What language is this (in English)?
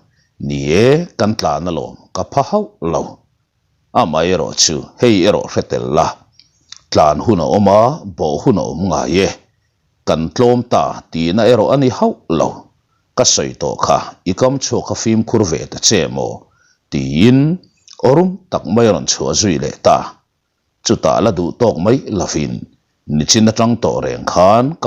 Mizo